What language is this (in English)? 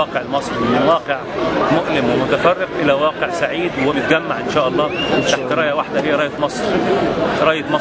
Egyptian Arabic